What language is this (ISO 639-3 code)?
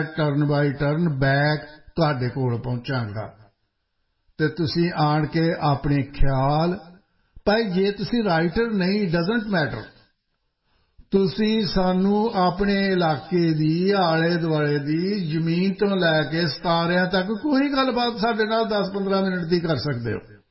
pan